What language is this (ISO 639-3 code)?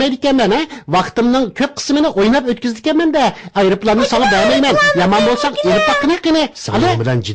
uig